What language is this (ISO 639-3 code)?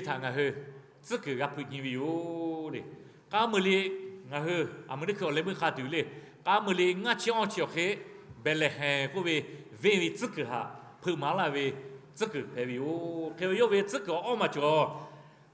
lhu